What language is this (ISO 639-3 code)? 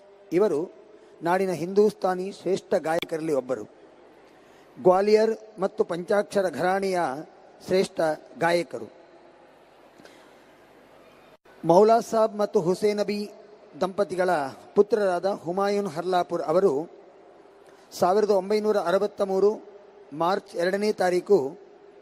kan